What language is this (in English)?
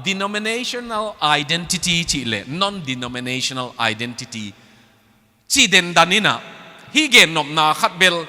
Tedim Chin